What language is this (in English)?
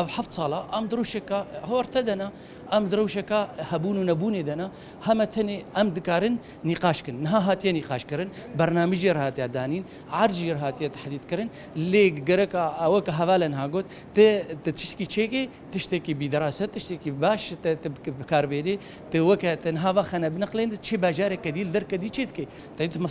Kurdish